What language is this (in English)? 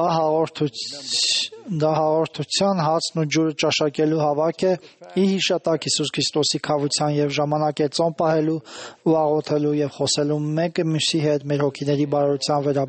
Armenian